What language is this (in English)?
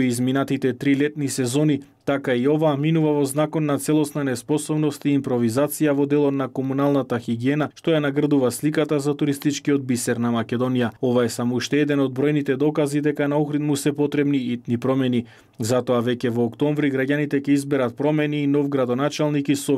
Macedonian